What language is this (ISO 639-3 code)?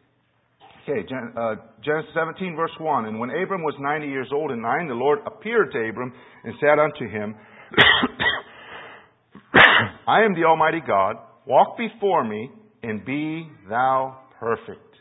eng